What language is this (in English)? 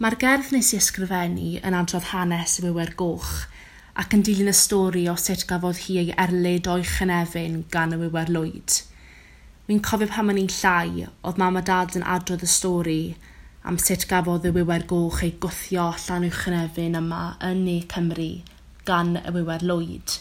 Welsh